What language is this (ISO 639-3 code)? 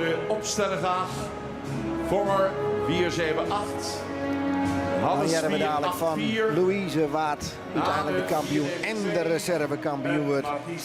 fry